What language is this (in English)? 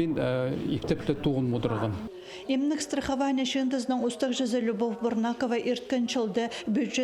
Khakas